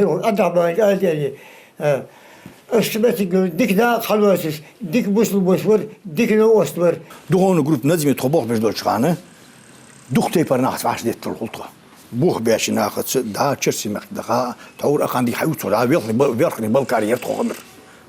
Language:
Ingush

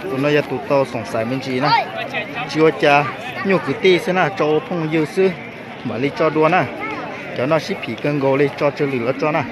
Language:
Hmong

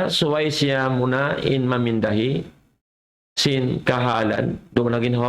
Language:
Tausug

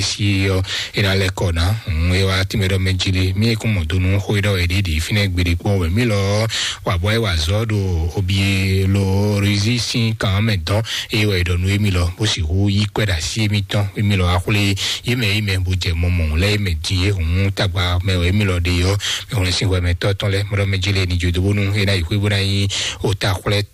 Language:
Fon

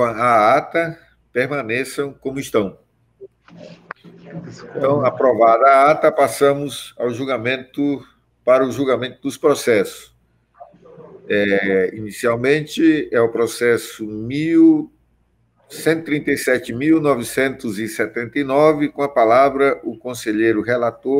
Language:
Portuguese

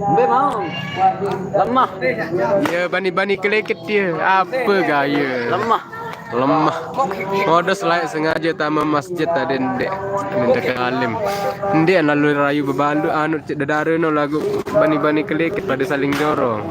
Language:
Sasak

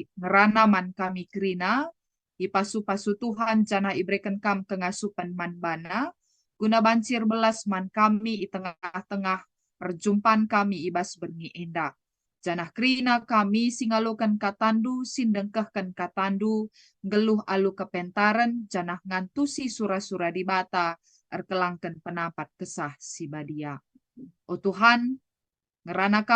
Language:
Batak Karo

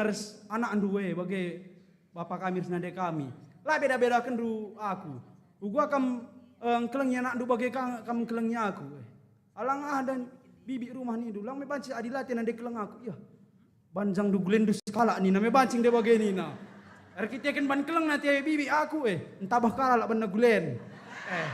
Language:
Batak Karo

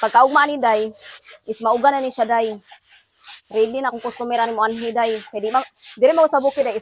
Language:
Cebuano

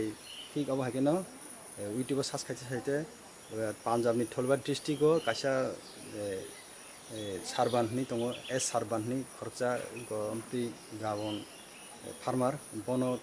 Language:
Kok Borok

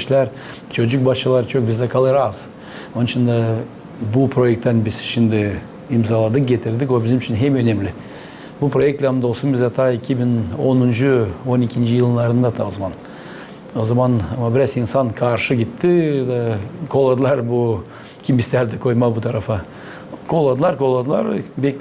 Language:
Gagauz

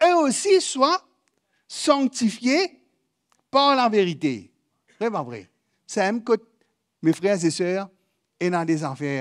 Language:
Morisyen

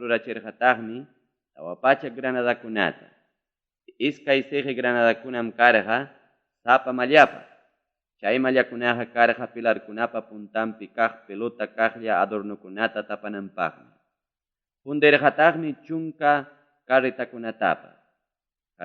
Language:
Ayacucho Quechua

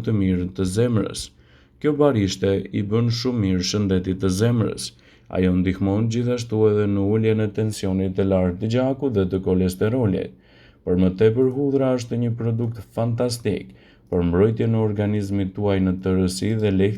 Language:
Albanian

